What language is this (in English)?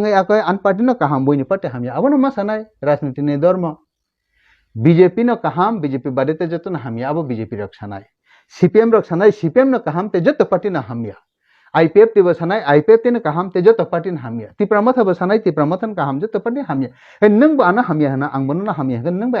Kok Borok